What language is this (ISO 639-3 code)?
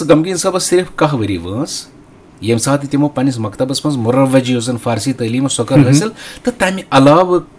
kas